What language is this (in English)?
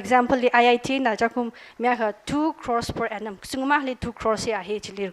Tangkhul Naga (India)